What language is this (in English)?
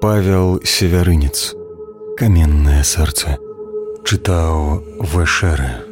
Belarusian